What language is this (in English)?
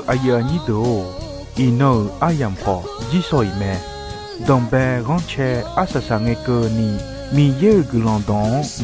Akha